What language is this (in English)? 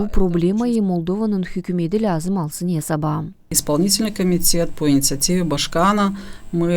Gagauz